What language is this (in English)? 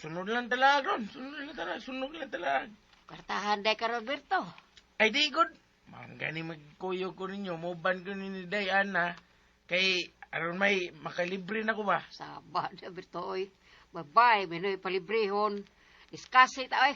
Cebuano